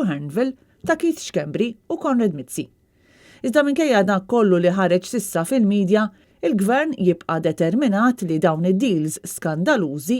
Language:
Maltese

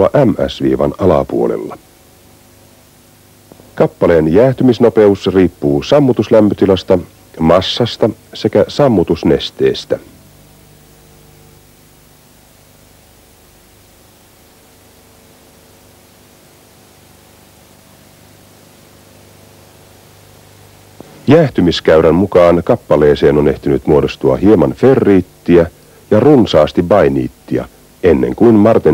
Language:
Finnish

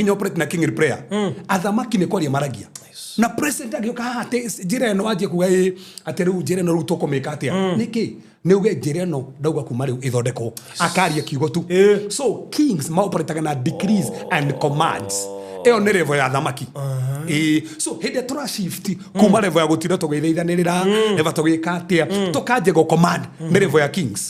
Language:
Kikuyu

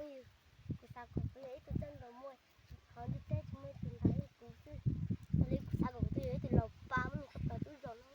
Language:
Hmong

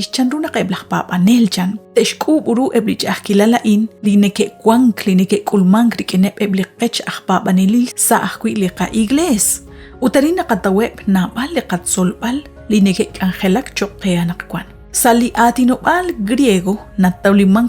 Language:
Kekchí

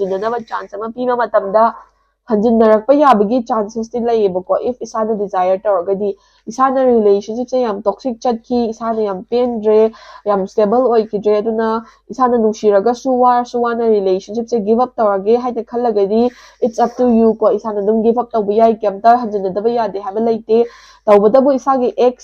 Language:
Manipuri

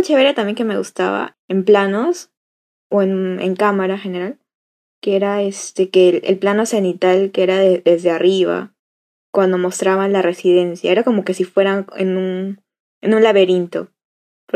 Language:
Spanish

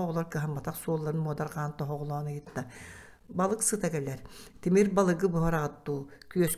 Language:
Yakut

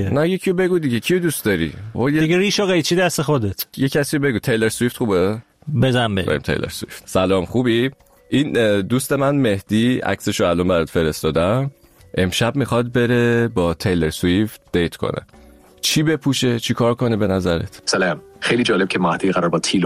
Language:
Persian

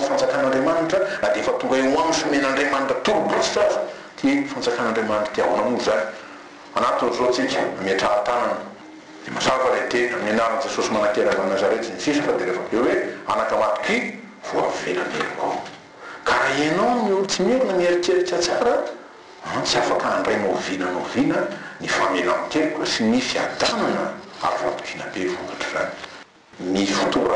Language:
Malagasy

